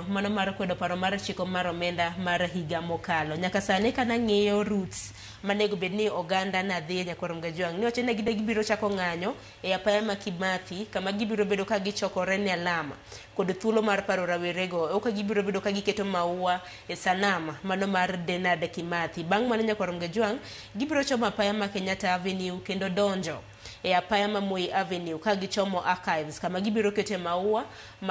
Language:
Luo (Kenya and Tanzania)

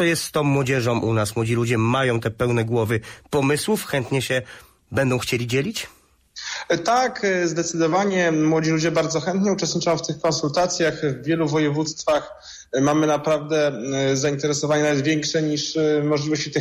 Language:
Polish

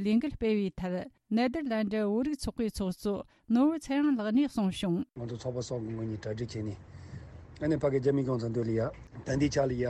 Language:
Tibetan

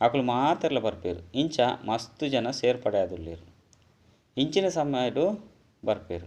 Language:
Tulu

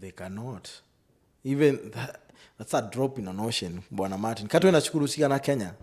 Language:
Meru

